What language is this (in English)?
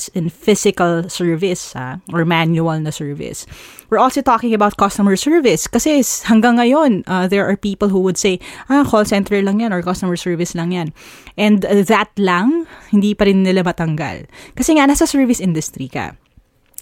Filipino